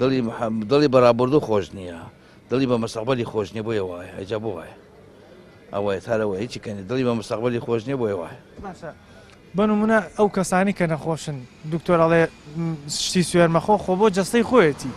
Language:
Central Kurdish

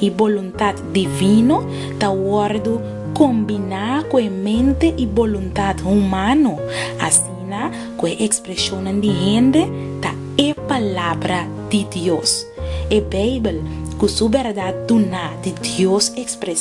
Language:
Papiamento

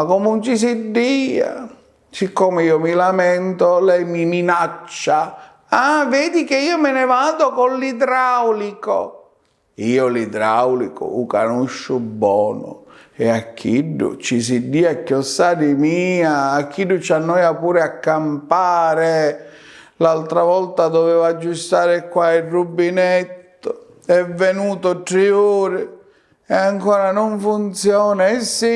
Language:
Sicilian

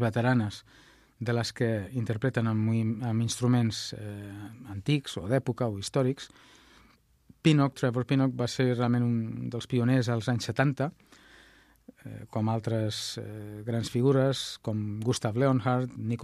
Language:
Catalan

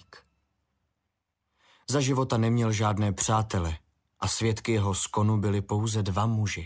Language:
Czech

